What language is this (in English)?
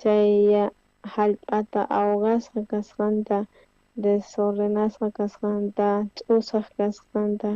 South Bolivian Quechua